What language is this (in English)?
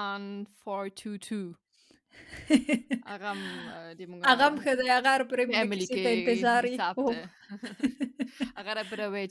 Pashto